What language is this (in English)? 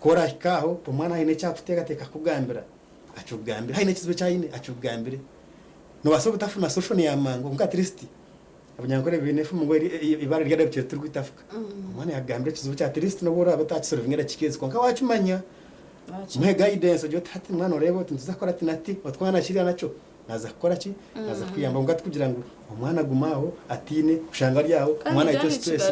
Nyankole